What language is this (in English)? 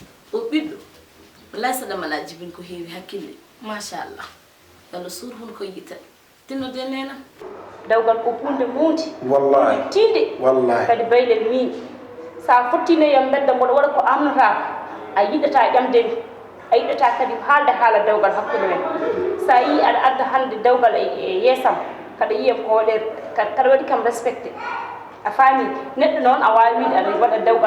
Fula